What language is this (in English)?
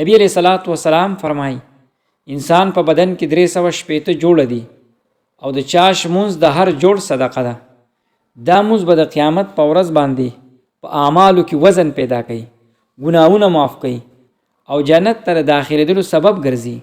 Pashto